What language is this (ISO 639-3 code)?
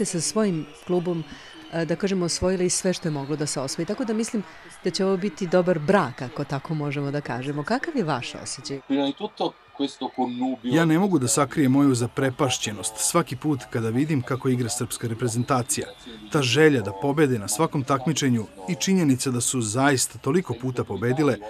srp